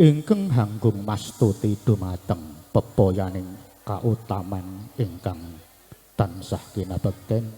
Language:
Javanese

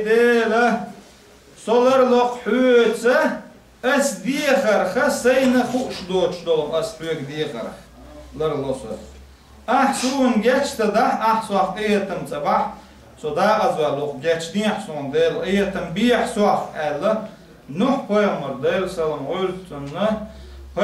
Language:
Chechen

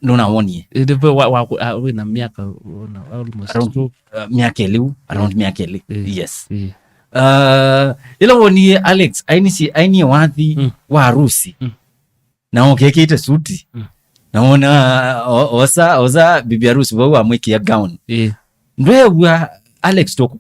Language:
Kamba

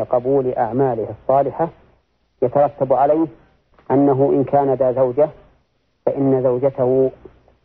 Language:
Arabic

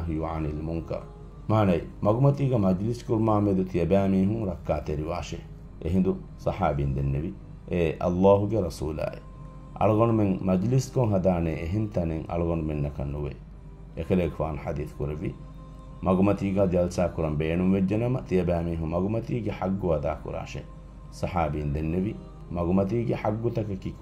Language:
Divehi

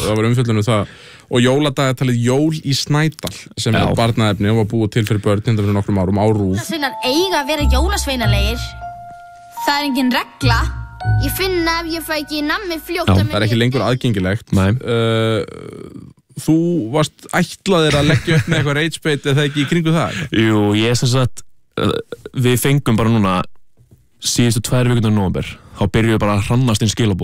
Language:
Icelandic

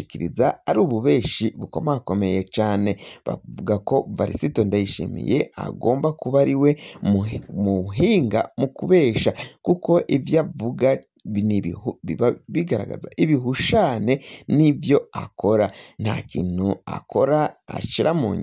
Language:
Rundi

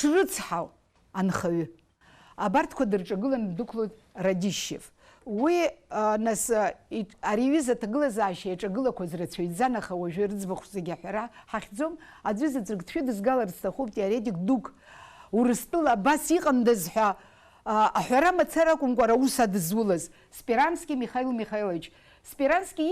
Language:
Abkhazian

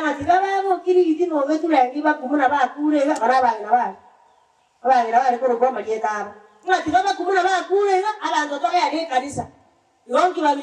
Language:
Gusii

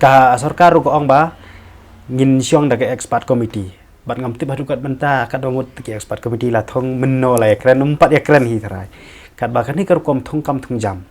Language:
Khasi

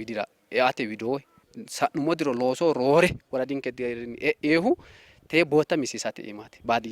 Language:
Sidamo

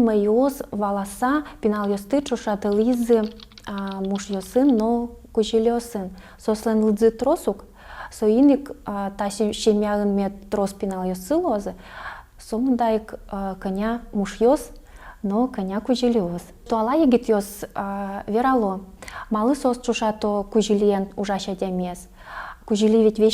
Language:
Udmurt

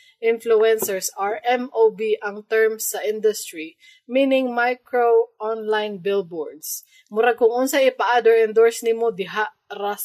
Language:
Cebuano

